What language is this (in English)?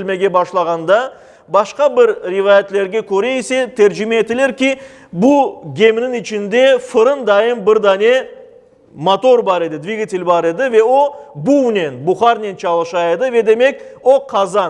Crimean Tatar